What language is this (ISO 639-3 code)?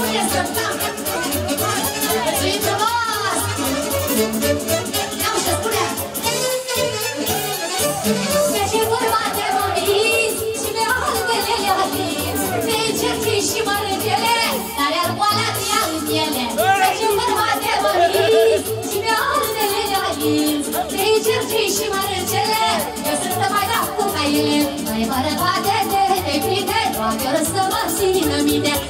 ron